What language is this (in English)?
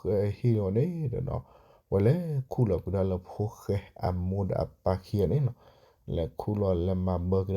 S'gaw Karen